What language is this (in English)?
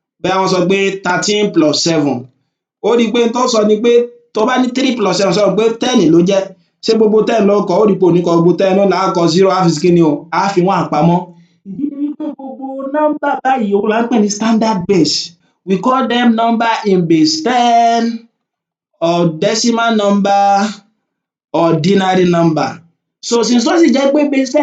Yoruba